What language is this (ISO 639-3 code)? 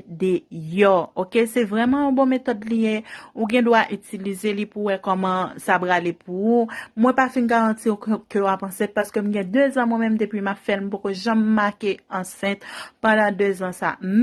hat